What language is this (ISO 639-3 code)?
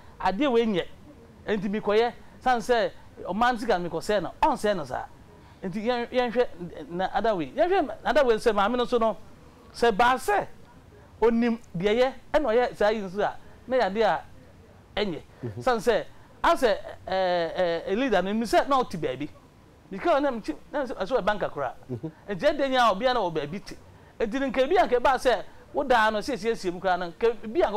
aka